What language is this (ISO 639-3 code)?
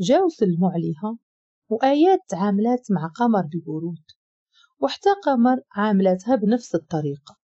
ary